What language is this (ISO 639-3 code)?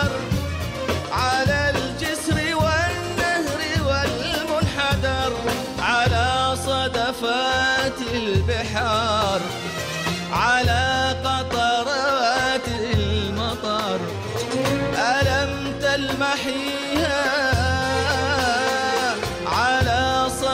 ara